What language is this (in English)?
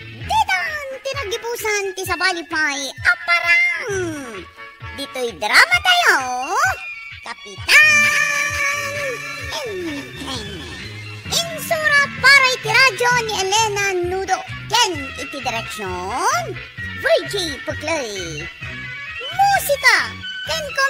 Iloko